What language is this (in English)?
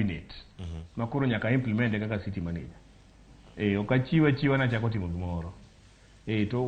Luo (Kenya and Tanzania)